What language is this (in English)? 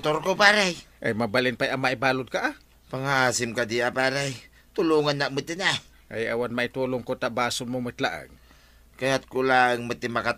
Iloko